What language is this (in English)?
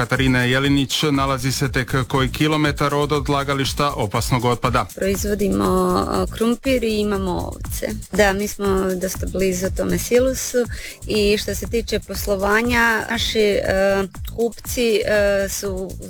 Croatian